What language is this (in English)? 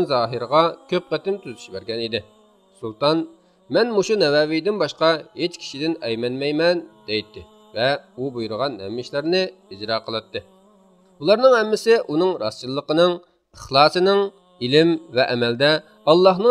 Uyghur